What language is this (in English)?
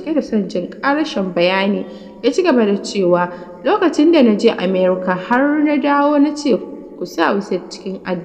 Hausa